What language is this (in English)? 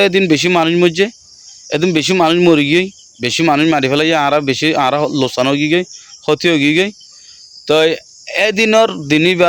Rohingya